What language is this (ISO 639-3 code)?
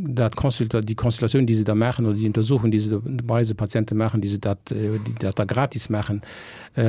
ltz